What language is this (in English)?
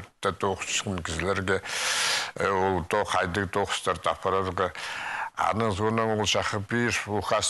Khakas